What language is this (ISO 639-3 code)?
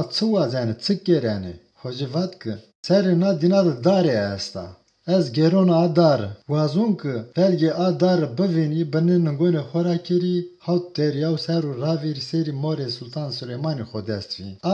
zza